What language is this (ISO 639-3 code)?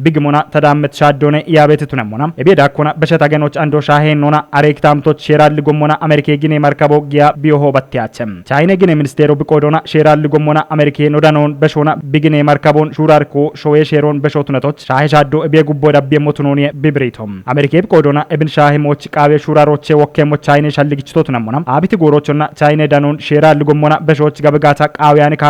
kbr